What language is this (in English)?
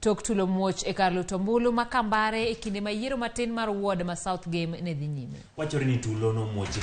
Luo (Kenya and Tanzania)